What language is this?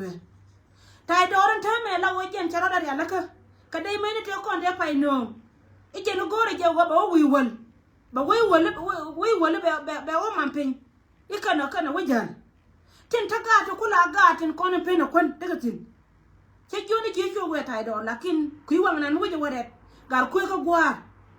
Nuer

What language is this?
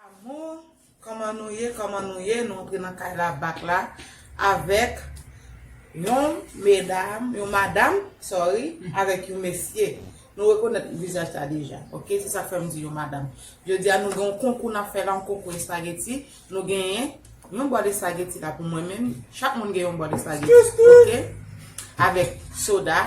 Haitian Creole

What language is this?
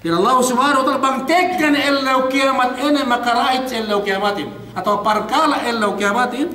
Yakan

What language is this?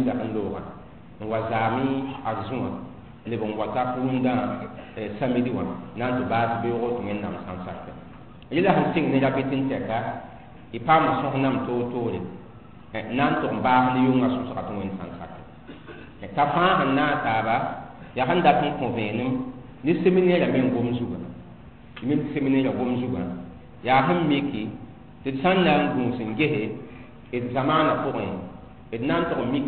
Mossi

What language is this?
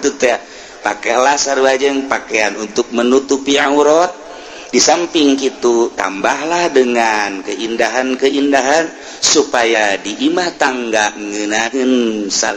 Sundanese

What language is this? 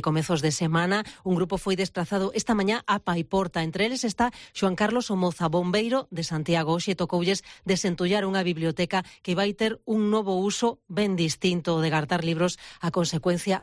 Galician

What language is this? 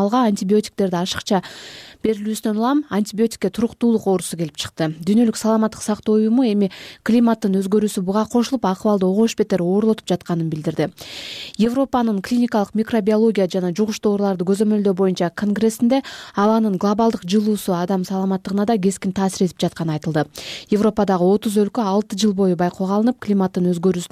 Kyrgyz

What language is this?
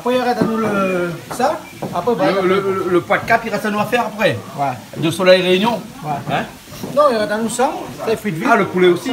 Réunion Creole French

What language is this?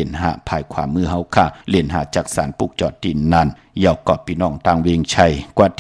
Shan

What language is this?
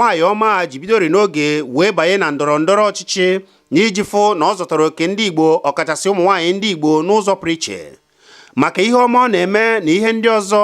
Igbo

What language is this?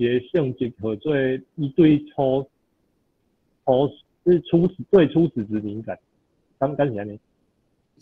Min Nan Chinese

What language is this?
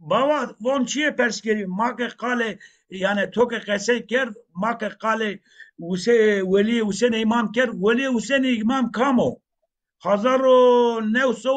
Zaza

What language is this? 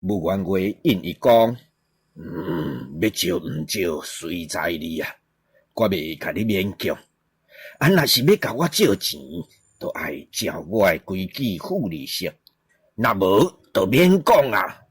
Min Nan Chinese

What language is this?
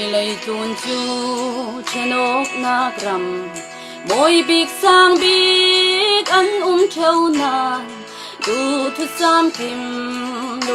Falam Chin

